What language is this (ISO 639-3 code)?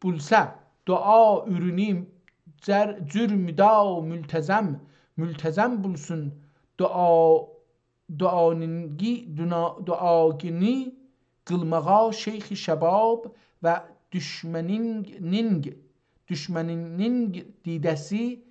azb